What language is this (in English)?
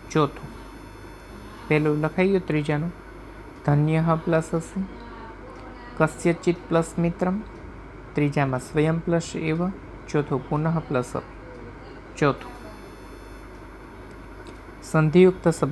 Gujarati